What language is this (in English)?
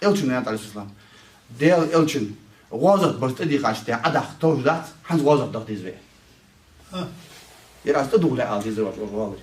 Ingush